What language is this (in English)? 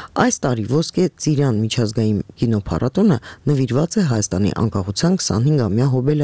Armenian